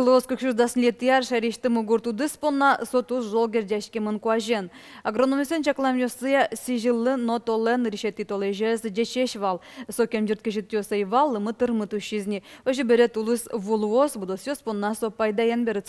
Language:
Udmurt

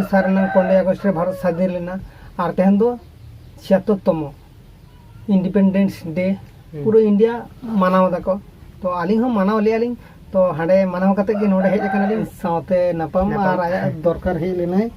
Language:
Santali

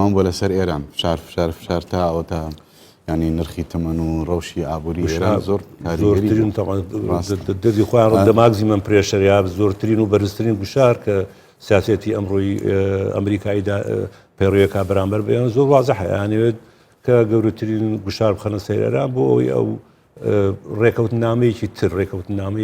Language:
Central Kurdish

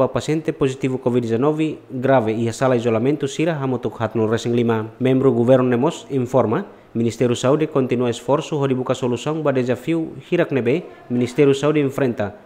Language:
Tetum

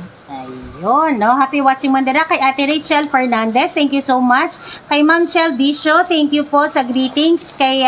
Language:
Hiligaynon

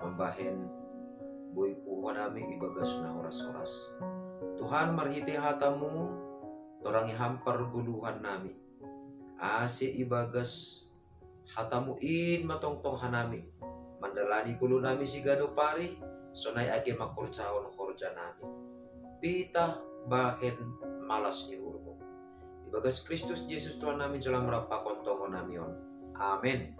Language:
Batak Simalungun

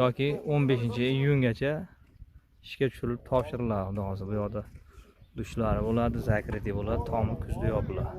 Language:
Uzbek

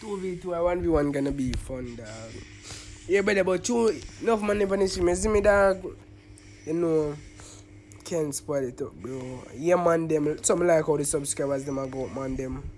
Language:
Jamaican Creole English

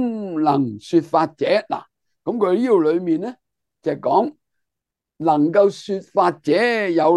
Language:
Cantonese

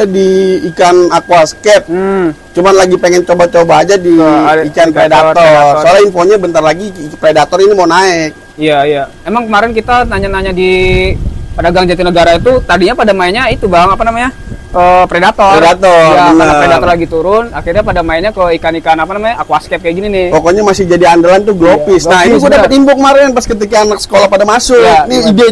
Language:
Indonesian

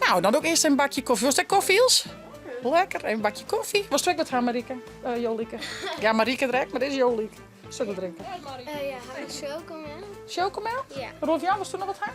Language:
Western Frisian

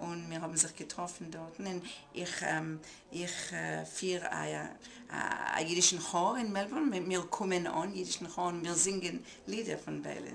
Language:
Yiddish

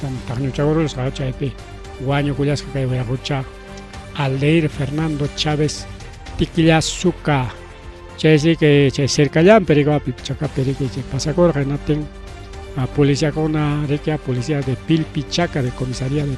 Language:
Ayacucho Quechua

